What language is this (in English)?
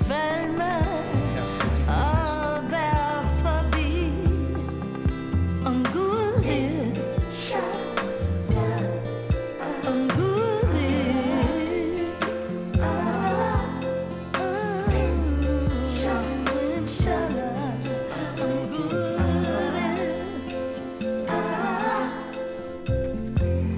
Danish